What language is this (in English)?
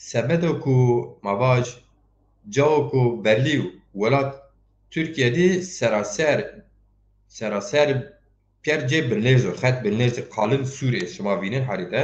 Zaza